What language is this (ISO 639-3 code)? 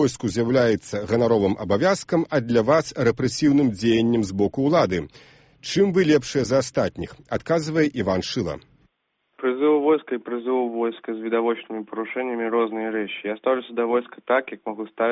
bel